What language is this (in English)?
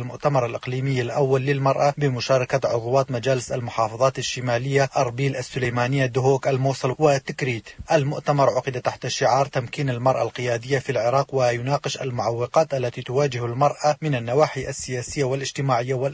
Arabic